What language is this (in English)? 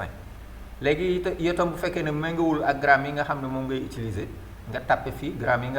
Wolof